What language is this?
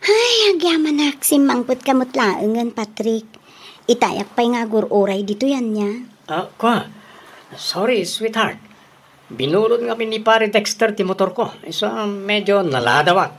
Iloko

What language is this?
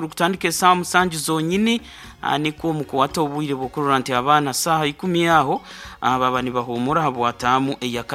Nyankole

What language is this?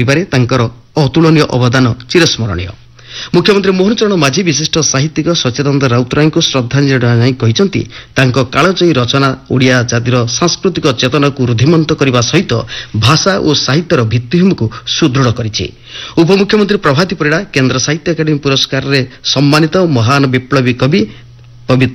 Odia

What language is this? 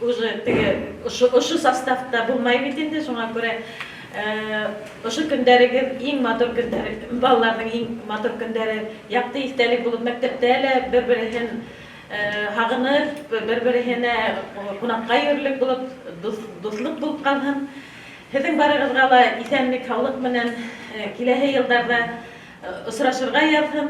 Bashkir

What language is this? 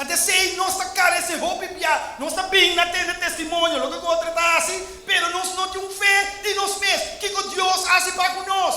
Papiamento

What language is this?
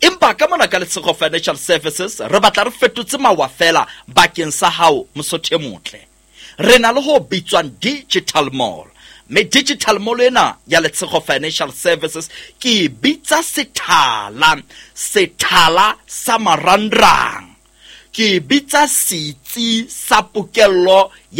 Southern Sotho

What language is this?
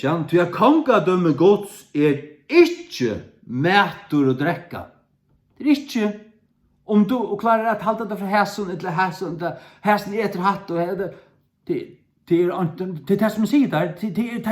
Faroese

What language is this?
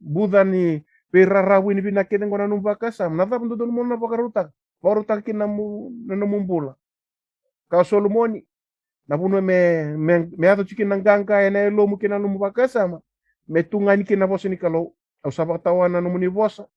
Fijian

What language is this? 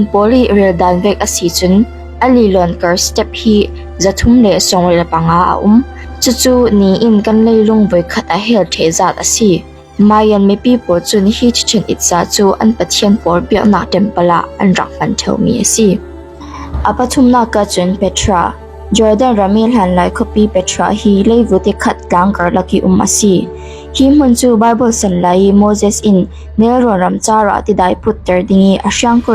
Falam Chin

